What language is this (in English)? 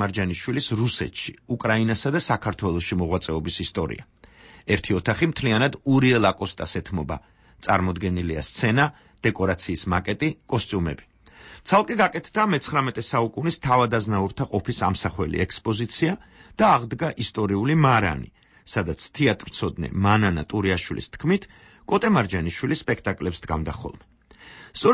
Georgian